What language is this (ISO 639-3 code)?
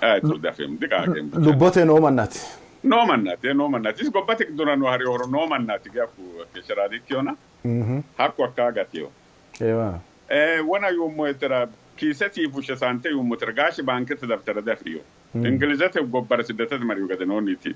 sid